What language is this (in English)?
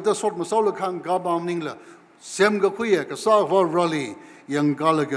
Tangkhul Naga (India)